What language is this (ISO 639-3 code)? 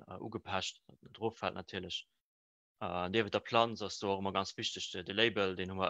ltz